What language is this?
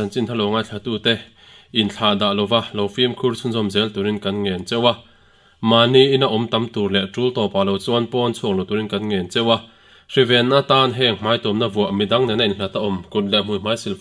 Mizo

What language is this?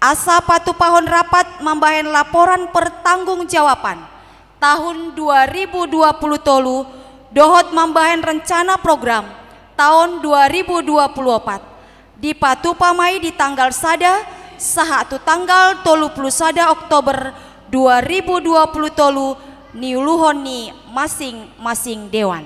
Batak Toba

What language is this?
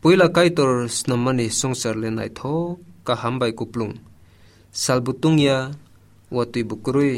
Kok Borok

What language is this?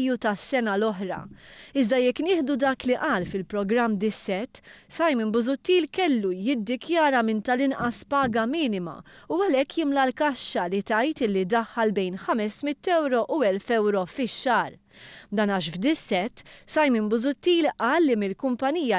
Maltese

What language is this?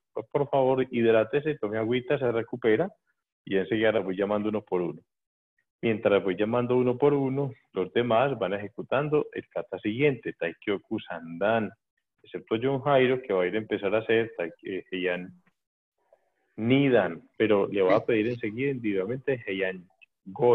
Spanish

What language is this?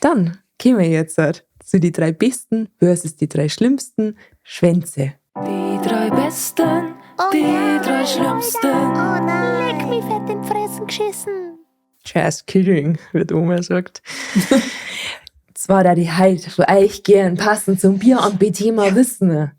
Bavarian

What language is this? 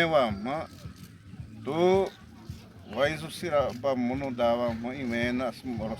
Xavánte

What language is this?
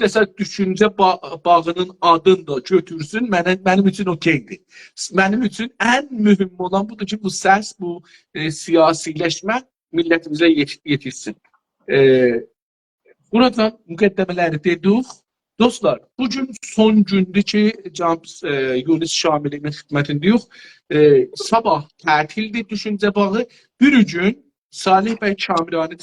South Azerbaijani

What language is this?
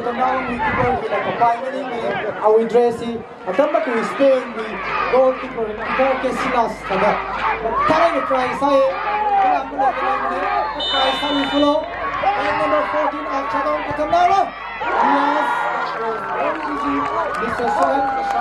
Tangkhul Naga (India)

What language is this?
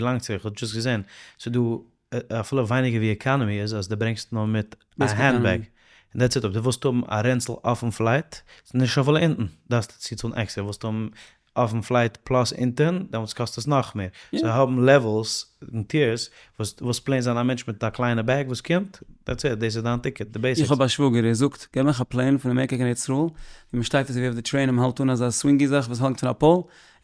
Yiddish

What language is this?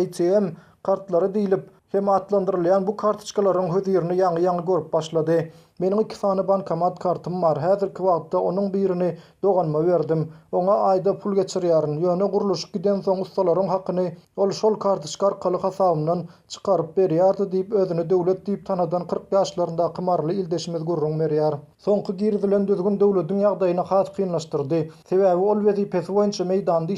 Turkmen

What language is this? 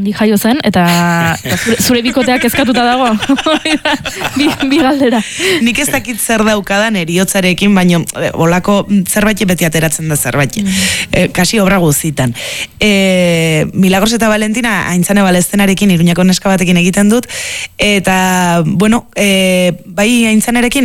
Basque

